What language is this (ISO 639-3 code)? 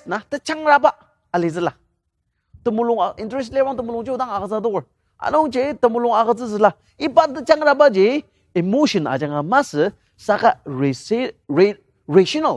njo